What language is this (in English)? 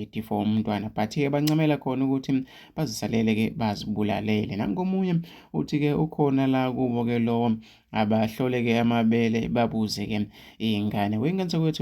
Zulu